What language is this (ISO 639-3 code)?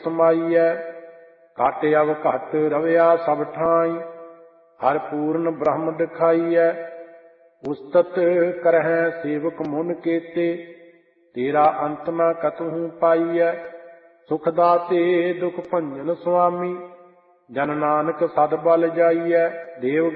pan